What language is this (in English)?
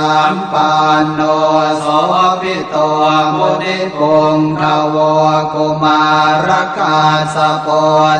Pali